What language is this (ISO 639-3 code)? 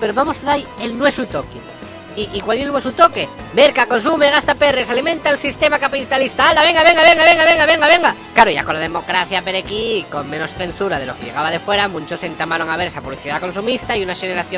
ast